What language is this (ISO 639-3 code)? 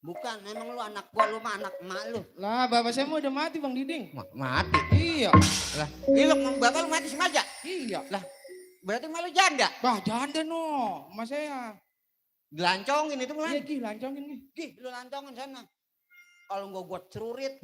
bew